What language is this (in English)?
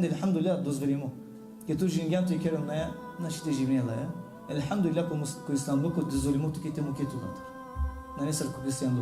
Balkan Romani